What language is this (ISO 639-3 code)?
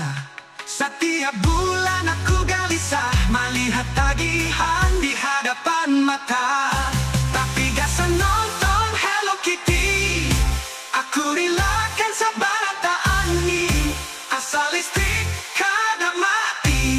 bjn